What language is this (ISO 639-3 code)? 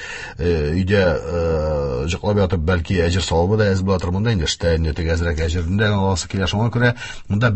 tat